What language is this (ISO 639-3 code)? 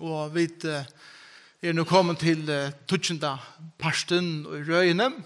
fao